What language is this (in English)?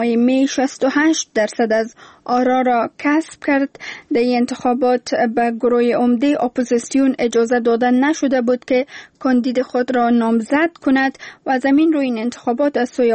Persian